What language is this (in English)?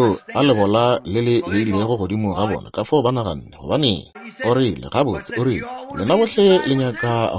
Northern Sotho